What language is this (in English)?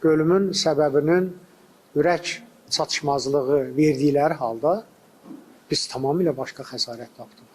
Azerbaijani